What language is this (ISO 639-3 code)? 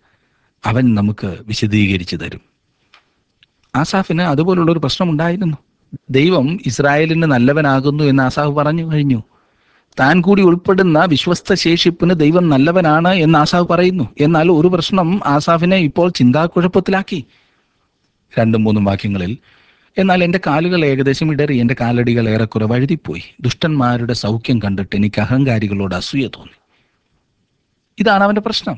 mal